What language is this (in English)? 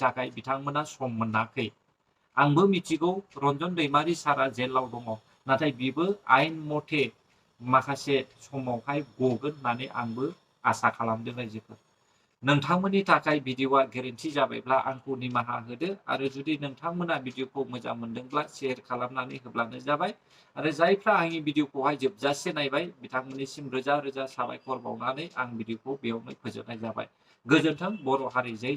Bodo